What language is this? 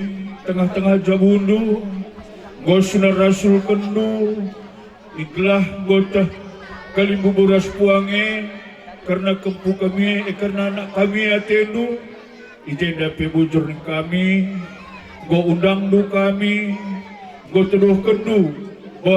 Batak Karo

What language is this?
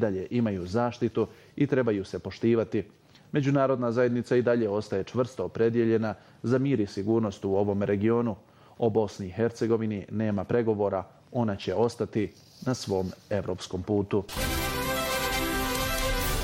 Bosnian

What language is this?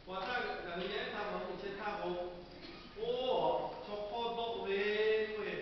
Lahu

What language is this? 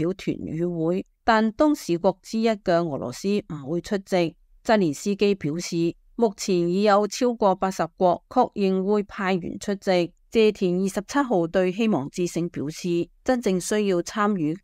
Cantonese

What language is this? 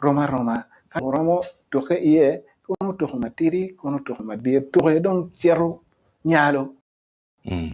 Acoli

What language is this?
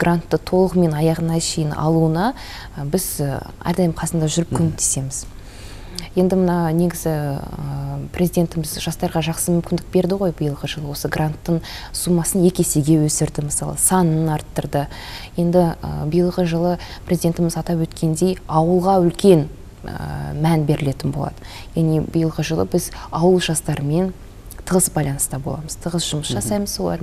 Kazakh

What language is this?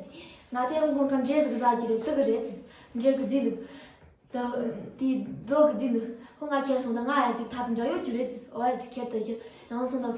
Amdo Tibetan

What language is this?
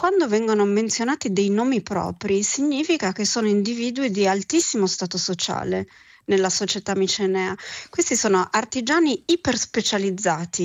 Italian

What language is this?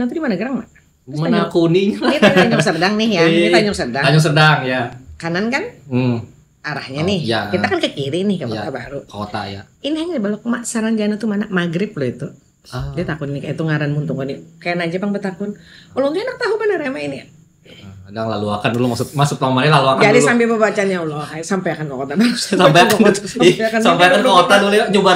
Banjar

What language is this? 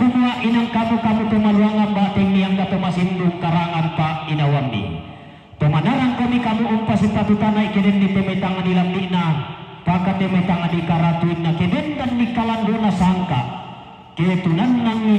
Toraja-Sa'dan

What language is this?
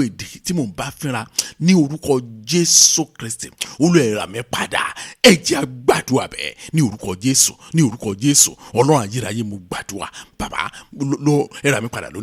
Yoruba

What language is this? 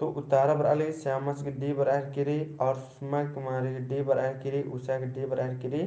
Kurukh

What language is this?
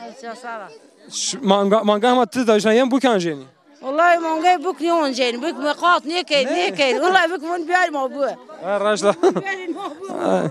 Zaza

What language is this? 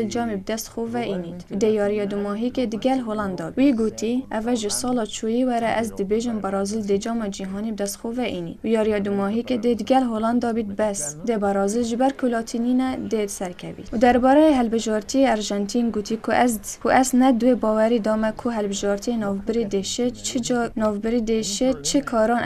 Kurdish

